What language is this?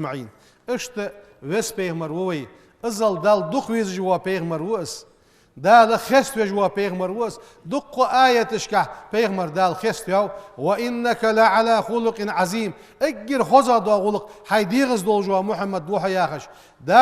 Ingush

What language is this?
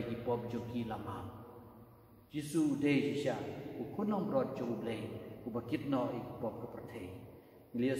Khasi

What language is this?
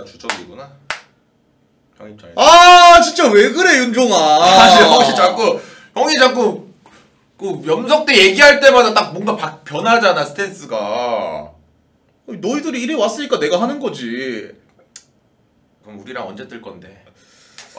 Korean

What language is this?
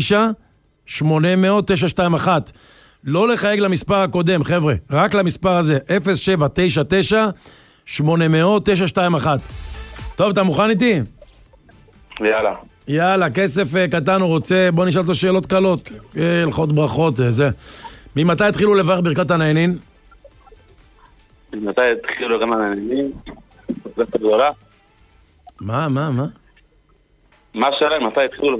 Hebrew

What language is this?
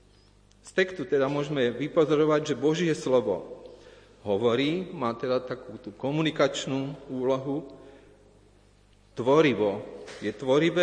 Slovak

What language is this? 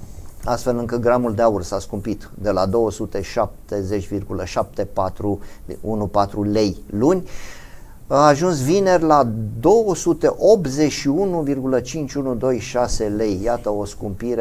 Romanian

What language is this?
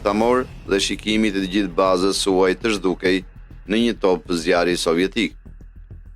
Albanian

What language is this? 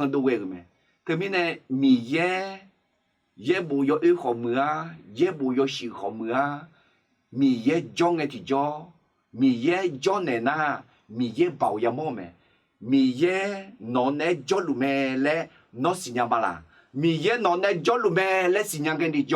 Akha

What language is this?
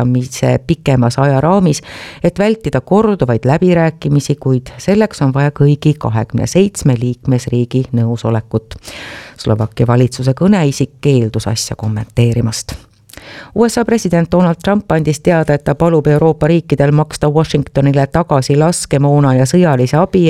Estonian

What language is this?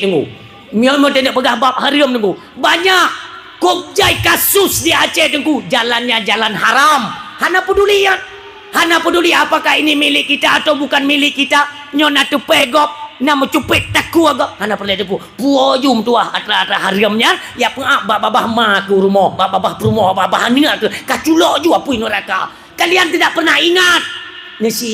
Achinese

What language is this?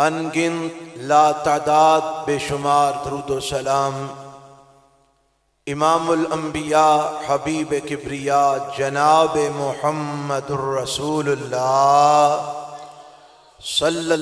Western Panjabi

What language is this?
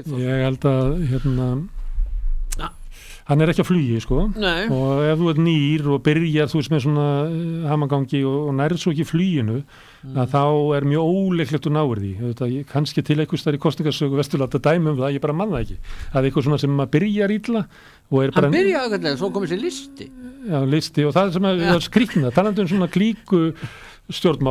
Icelandic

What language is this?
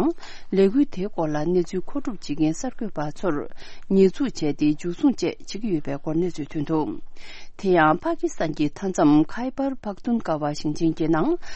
Tibetan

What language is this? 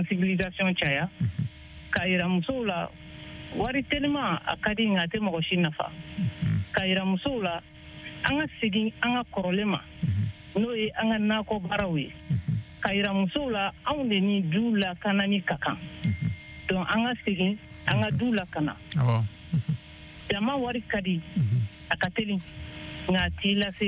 Bambara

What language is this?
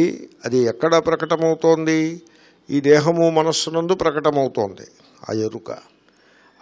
Telugu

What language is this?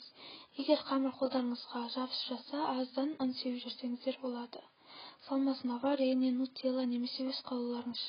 Kazakh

